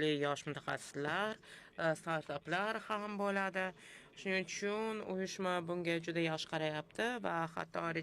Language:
Uzbek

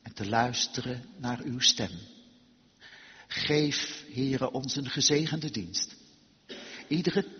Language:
Dutch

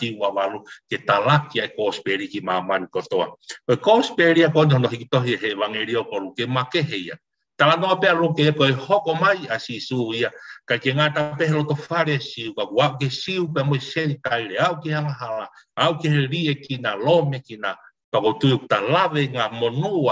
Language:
Tongan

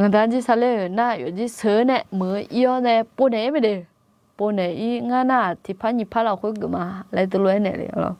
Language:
Akha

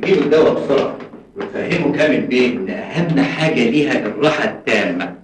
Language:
Egyptian Arabic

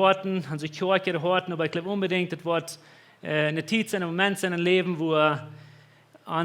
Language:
Plautdietsch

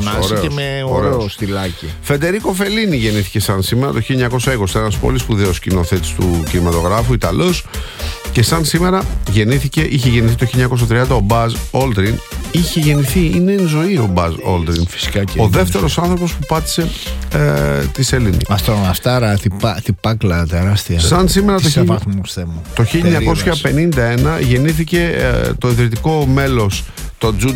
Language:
Greek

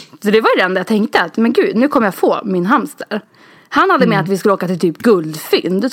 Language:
Swedish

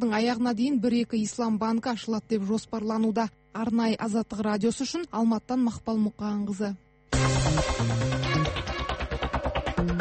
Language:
Kazakh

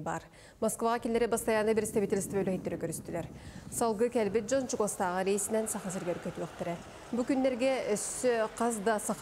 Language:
Yakut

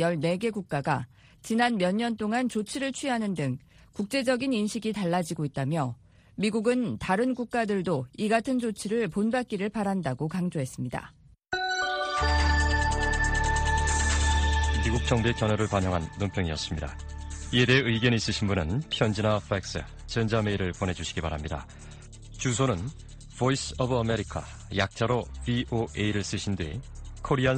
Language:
Korean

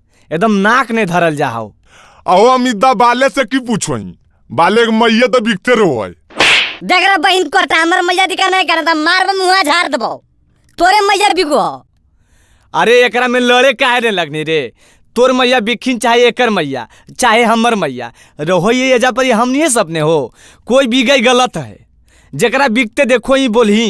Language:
Magahi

